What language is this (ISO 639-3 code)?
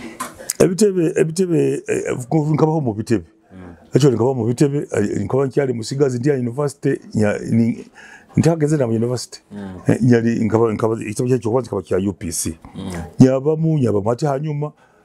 nyo